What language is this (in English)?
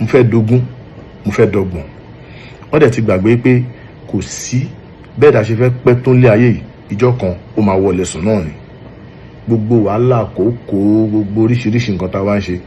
Yoruba